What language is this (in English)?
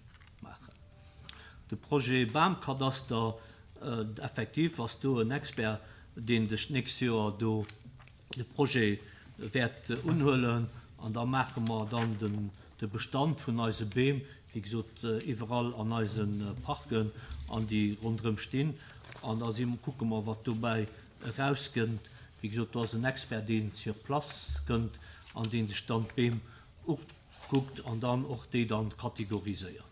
Luxembourgish